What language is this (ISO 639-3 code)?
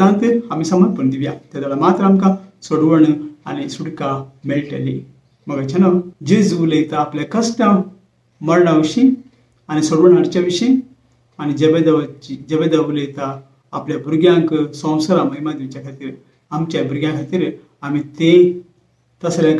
kok